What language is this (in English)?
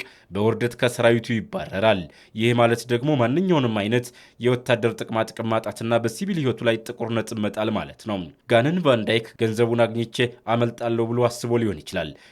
Amharic